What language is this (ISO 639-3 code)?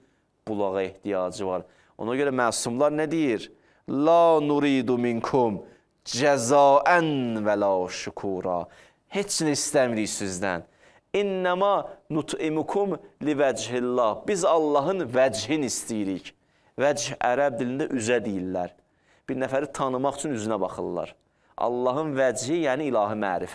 aze